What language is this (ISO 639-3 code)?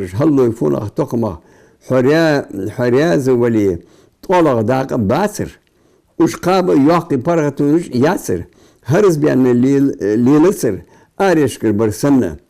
inh